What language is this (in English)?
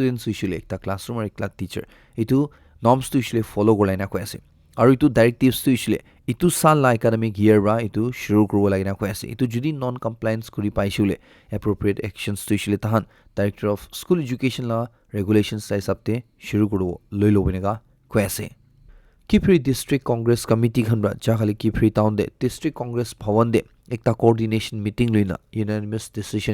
Naga Pidgin